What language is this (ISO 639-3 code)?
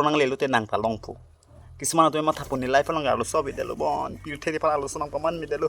mjw